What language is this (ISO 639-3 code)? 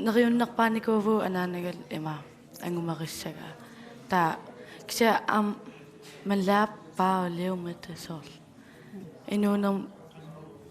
kal